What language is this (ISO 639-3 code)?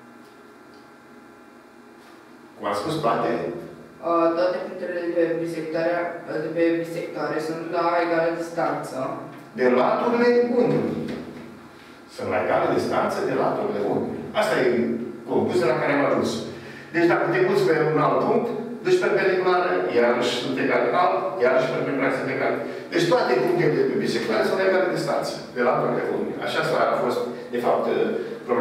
ron